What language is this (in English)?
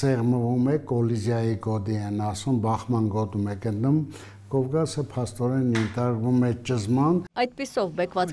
Armenian